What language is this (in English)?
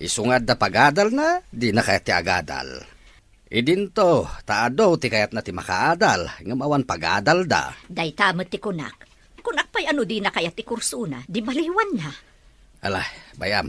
Iloko